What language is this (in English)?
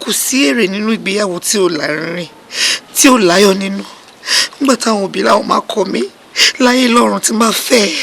Yoruba